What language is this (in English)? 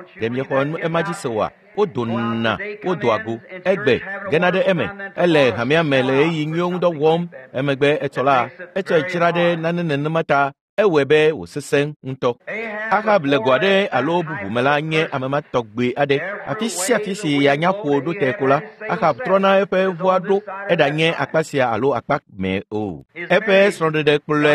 Ewe